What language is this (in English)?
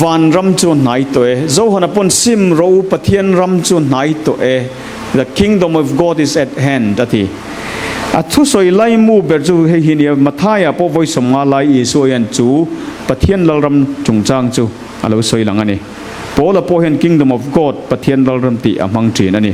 Mizo